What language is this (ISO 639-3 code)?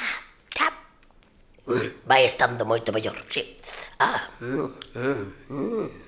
glg